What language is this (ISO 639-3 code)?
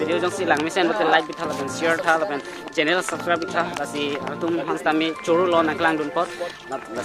mjw